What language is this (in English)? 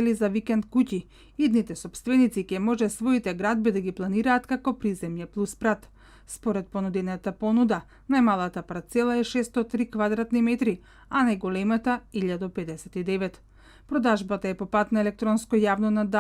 Macedonian